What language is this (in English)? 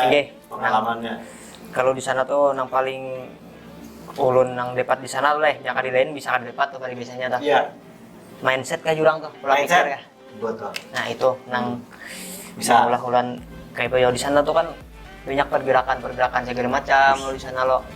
Banjar